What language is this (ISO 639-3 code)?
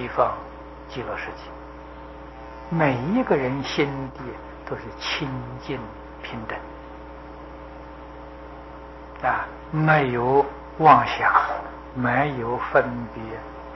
zho